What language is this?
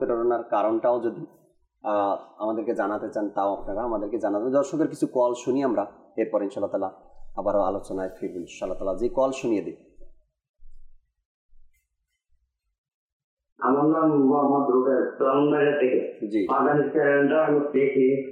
Bangla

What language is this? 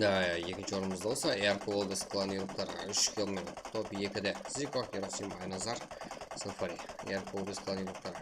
Kara-Kalpak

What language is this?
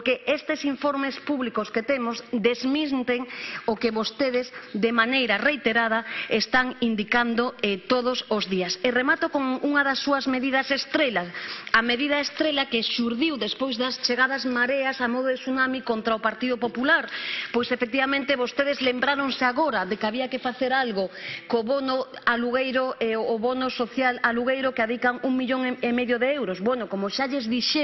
Galician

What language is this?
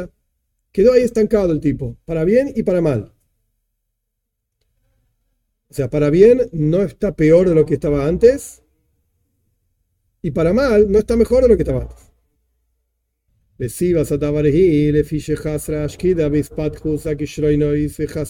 Spanish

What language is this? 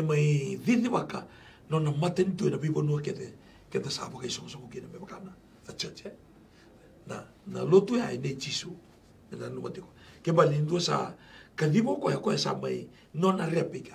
Galician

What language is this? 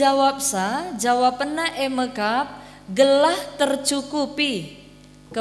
Batak Karo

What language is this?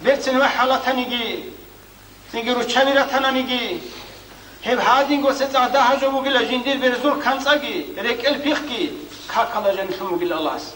Avaric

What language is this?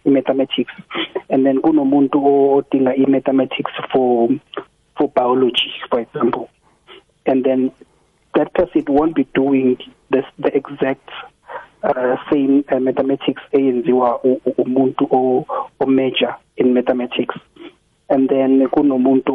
South Ndebele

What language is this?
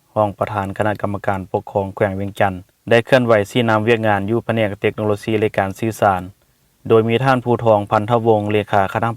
Lao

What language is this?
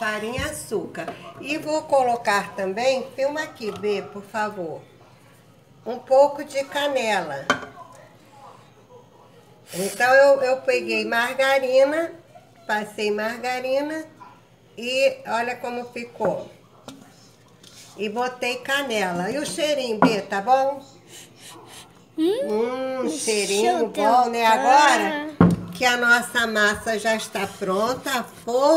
Portuguese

